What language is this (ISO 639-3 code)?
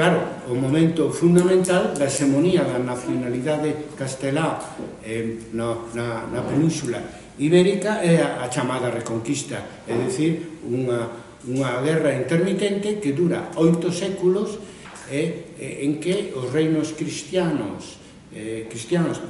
glg